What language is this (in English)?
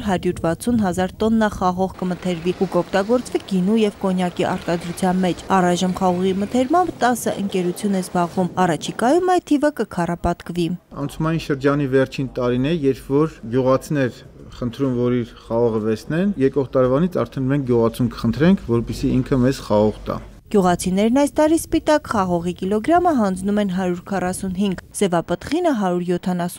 Armenian